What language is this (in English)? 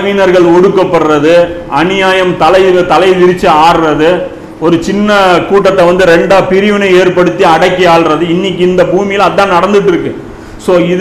Tamil